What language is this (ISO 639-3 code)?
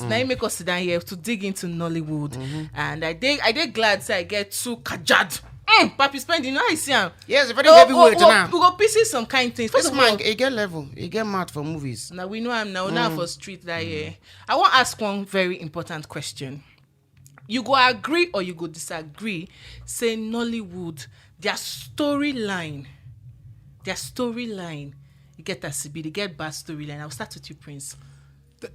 pcm